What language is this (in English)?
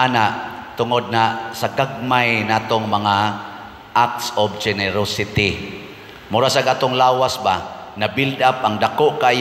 Cebuano